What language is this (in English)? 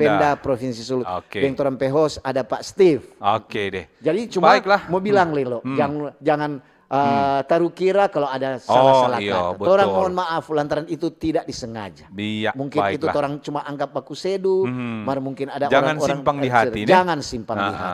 Manado Malay